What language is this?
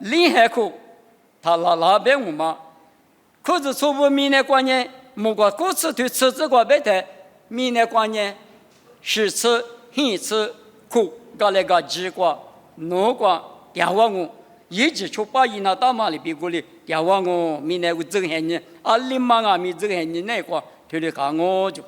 Lisu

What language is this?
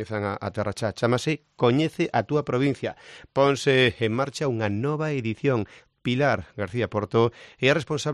Galician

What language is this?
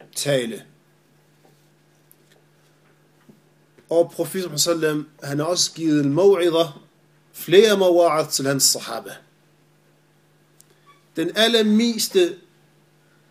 Danish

